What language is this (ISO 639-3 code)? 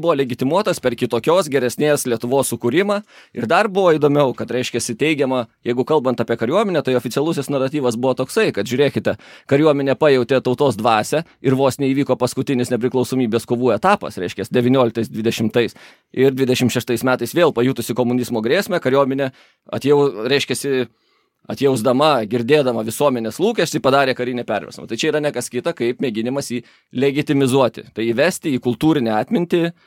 lit